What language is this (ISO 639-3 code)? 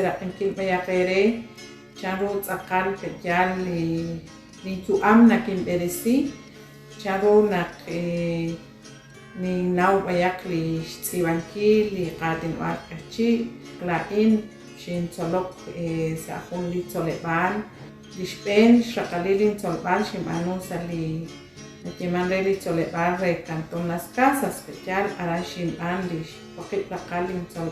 kek